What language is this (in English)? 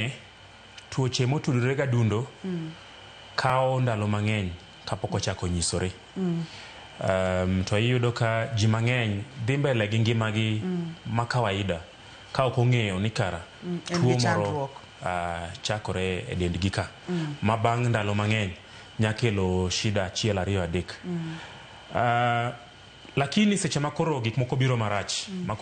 Luo (Kenya and Tanzania)